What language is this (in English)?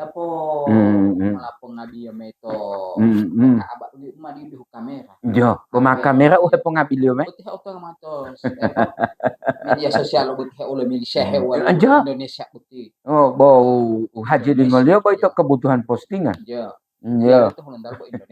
Gorontalo